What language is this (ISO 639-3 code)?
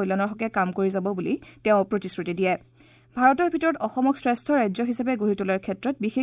asm